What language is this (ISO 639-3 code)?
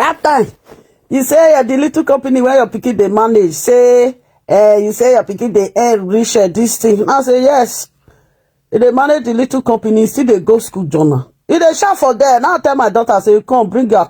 pcm